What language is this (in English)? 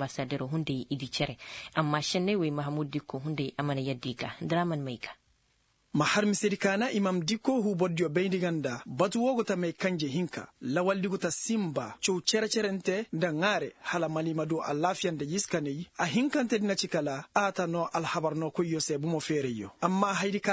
Koyraboro Senni